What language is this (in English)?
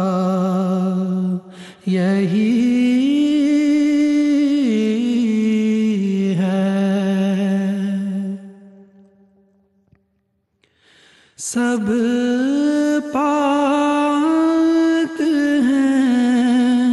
Urdu